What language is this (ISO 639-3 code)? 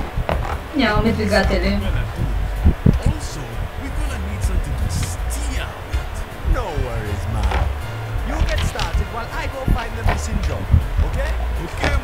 bul